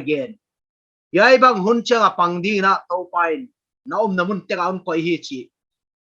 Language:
Paite Chin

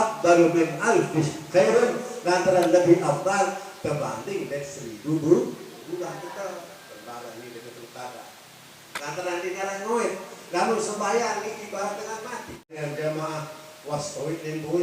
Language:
Sasak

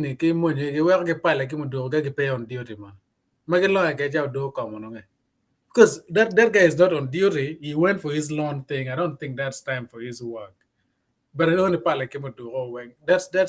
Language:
Acoli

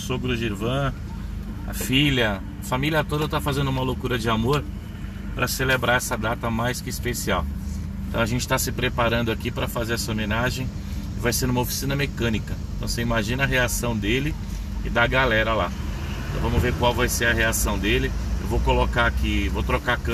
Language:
Portuguese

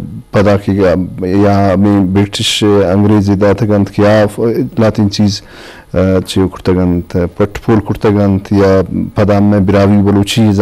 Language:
Eastern Balochi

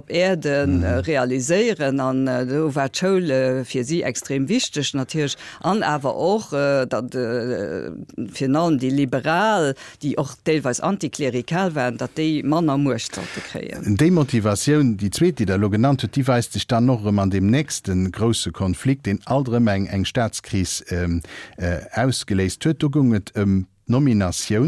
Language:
Luxembourgish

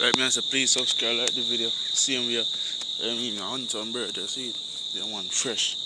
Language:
Jamaican Creole English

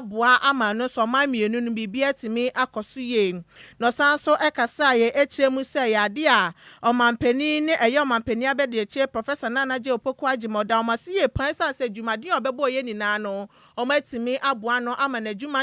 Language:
Akan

